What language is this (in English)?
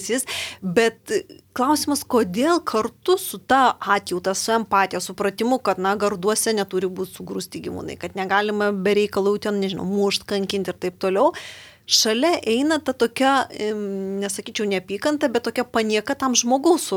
Lithuanian